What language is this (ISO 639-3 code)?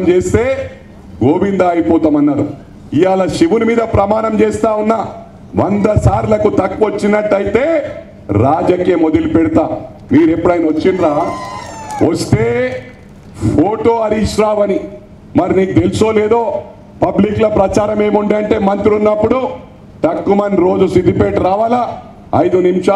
tel